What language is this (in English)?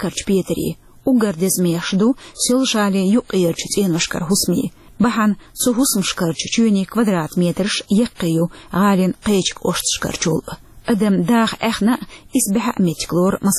Chechen